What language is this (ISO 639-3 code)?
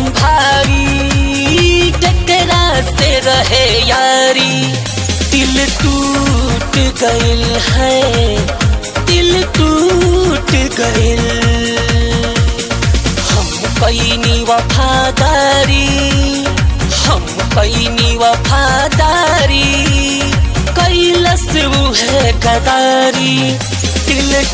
bho